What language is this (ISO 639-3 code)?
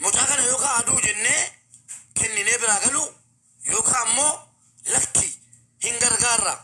orm